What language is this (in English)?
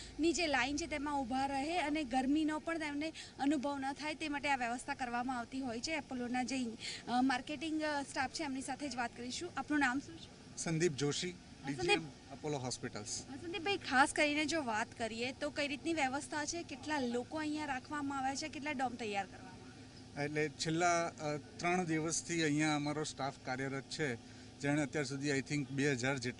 Gujarati